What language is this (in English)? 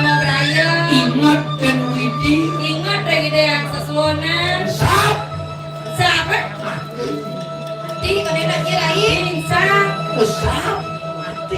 Balinese